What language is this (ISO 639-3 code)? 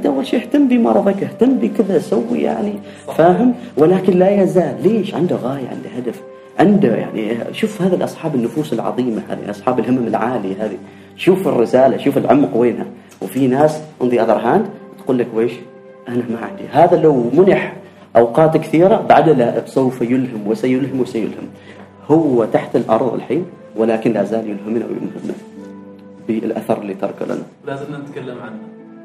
afb